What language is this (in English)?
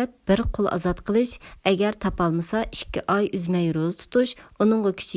Uyghur